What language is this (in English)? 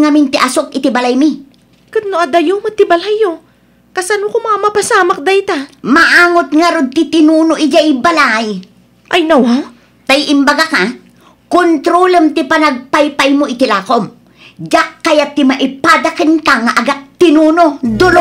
Iloko